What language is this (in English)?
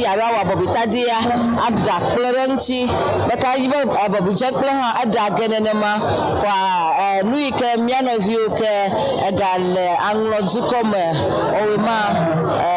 Ewe